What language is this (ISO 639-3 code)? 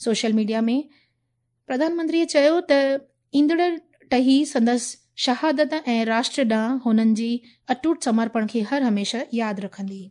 snd